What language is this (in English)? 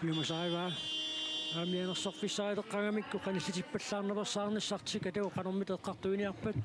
Kalaallisut